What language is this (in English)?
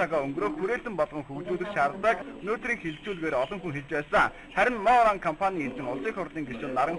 Mongolian